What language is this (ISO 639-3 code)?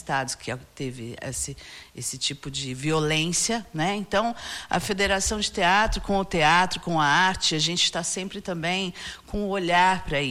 por